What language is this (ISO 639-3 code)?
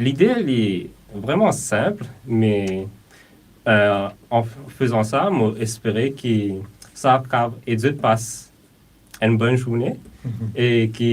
mfe